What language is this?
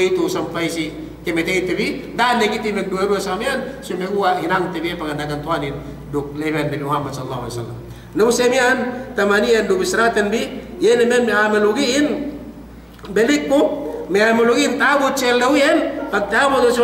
Yakan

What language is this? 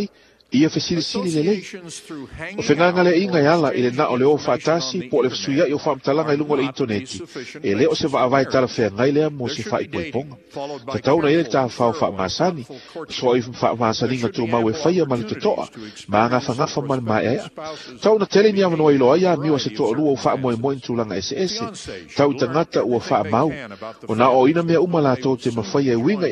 Samoan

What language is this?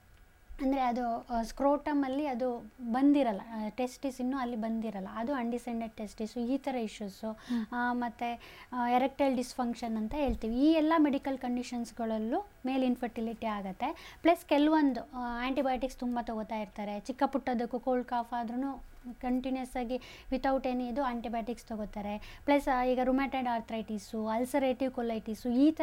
Kannada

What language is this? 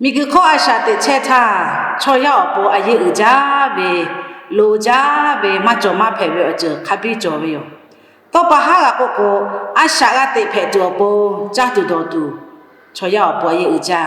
Lahu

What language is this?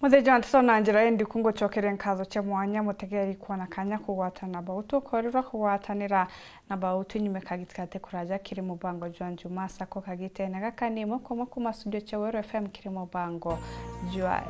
Meru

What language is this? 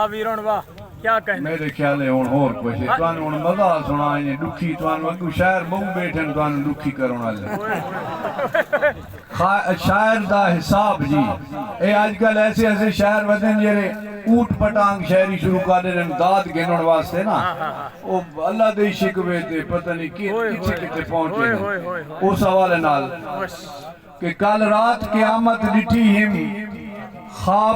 Saraiki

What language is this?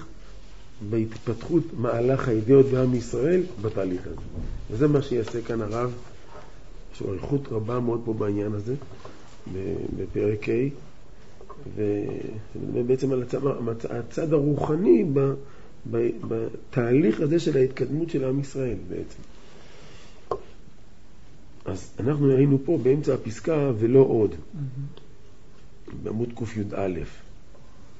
Hebrew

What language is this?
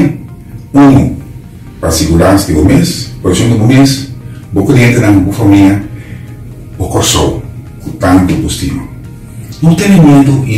Papiamento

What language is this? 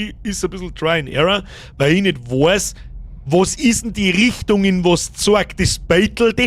Bavarian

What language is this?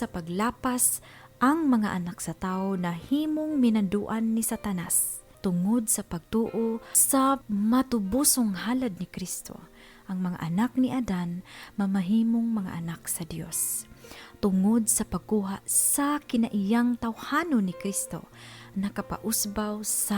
Cebuano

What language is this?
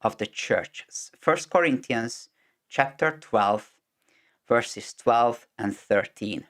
English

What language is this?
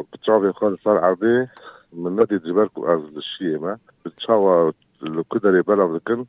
Kurdish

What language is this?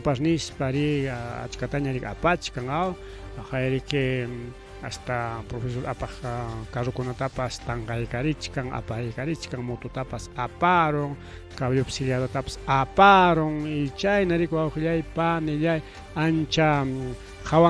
Ayacucho Quechua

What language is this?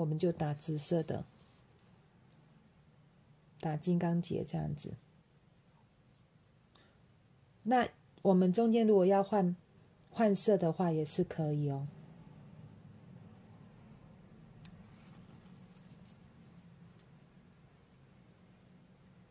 Chinese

